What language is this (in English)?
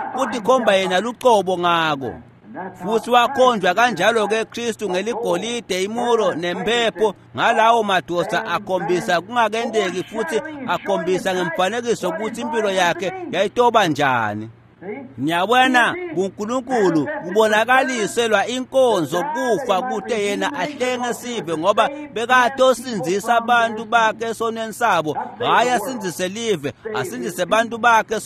Swati